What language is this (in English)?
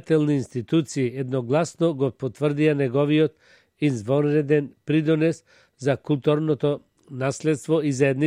Macedonian